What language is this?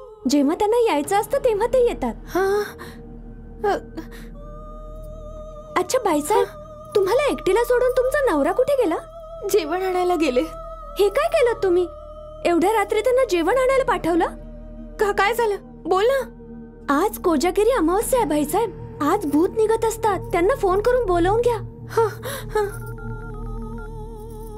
Marathi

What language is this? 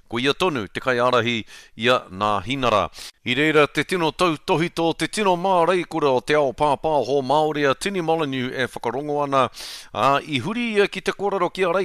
Māori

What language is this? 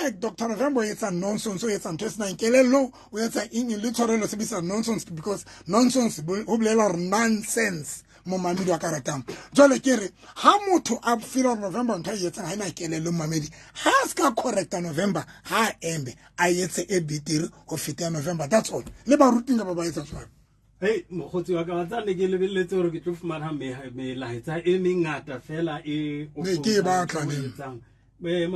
Southern Sotho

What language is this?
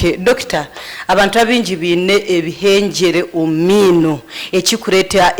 Nyankole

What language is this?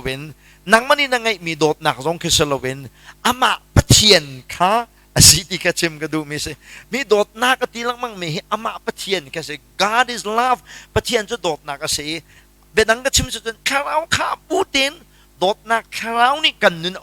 Hakha Chin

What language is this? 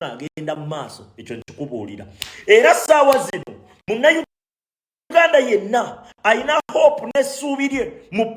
Ganda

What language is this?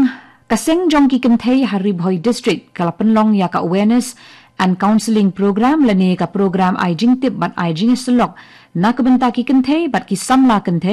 Khasi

